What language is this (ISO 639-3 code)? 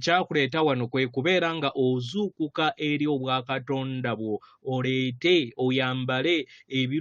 lug